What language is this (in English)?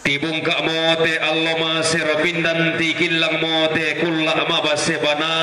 Toraja-Sa'dan